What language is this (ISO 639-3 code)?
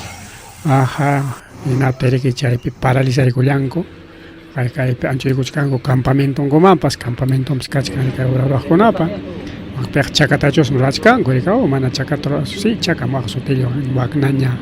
quy